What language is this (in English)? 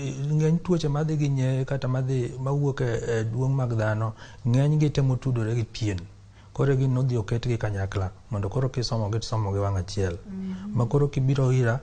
Luo (Kenya and Tanzania)